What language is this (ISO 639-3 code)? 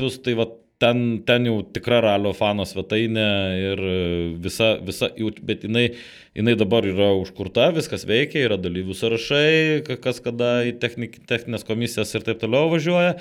lit